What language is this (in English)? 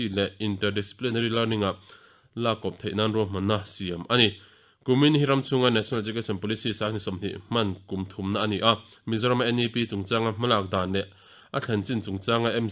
Mizo